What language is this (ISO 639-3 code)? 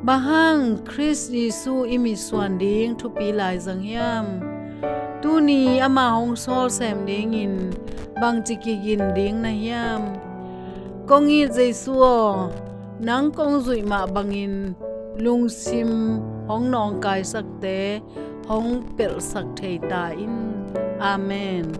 ctd